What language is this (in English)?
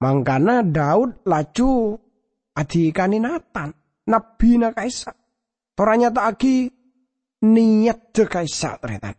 Madurese